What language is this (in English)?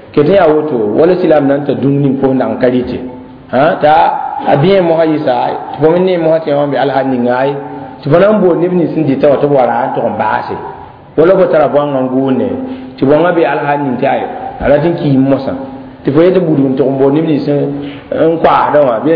Mossi